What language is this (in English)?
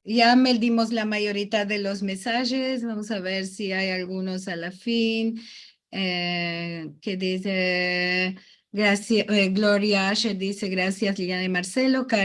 Ladino